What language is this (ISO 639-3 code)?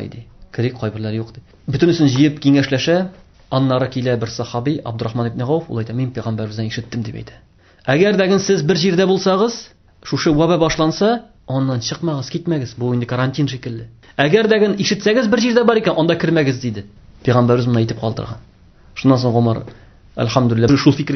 tat